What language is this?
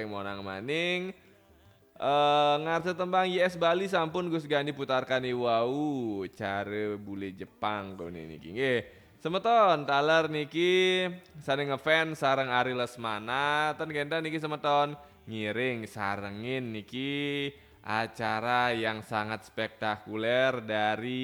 Balinese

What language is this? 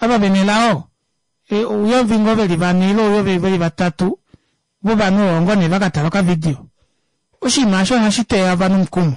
Kuanyama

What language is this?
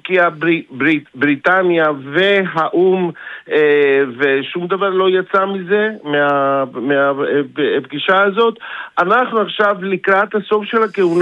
Hebrew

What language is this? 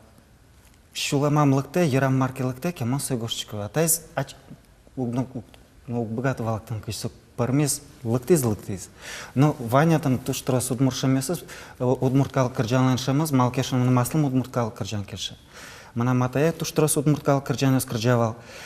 Udmurt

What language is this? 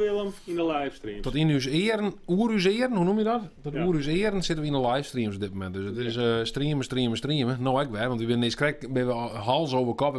Western Frisian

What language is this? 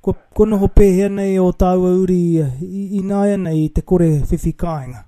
Māori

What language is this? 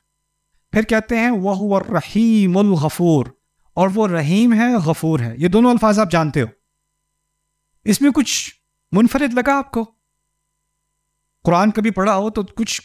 Urdu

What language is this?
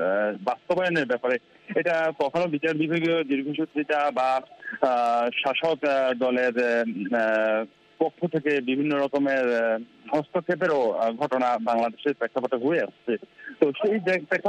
Bangla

